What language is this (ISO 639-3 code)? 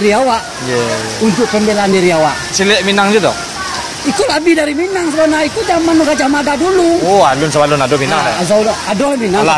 min